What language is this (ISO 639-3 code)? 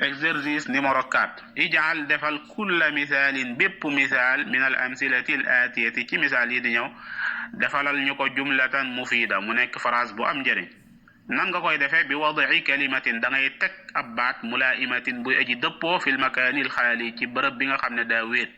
wol